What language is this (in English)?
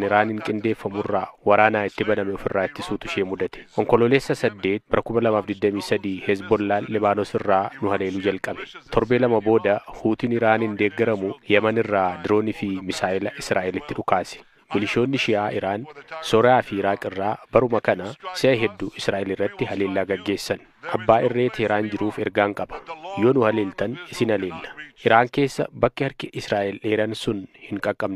Oromo